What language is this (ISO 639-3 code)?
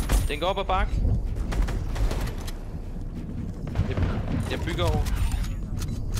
dan